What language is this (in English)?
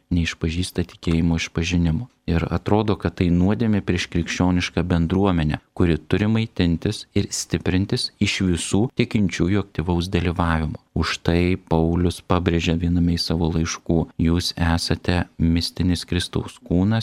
Lithuanian